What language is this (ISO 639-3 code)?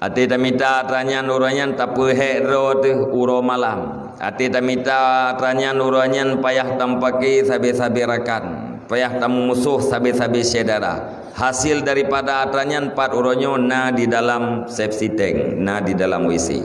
ace